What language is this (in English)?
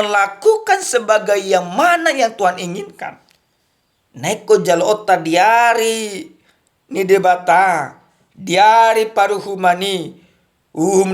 Batak Toba